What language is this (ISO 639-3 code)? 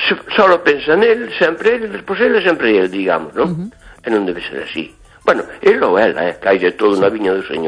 glg